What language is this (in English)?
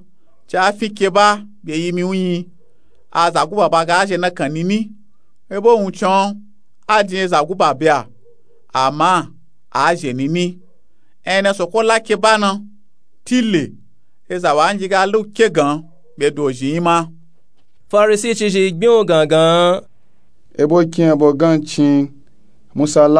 Nupe-Nupe-Tako